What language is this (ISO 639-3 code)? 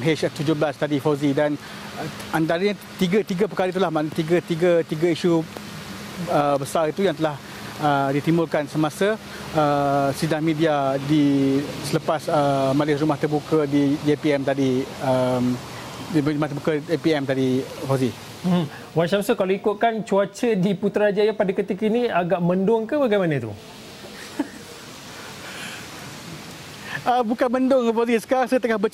msa